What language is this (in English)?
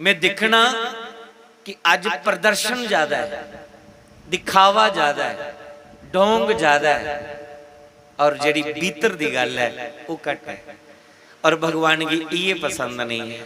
Dogri